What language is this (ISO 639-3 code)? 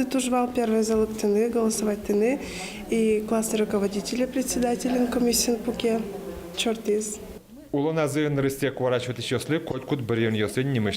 udm